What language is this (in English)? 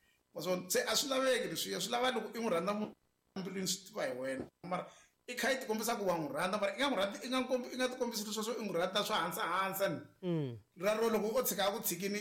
Tsonga